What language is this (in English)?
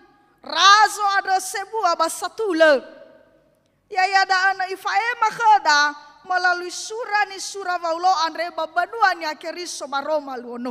Nias